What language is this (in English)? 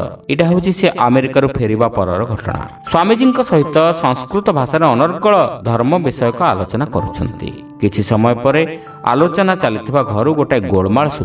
Odia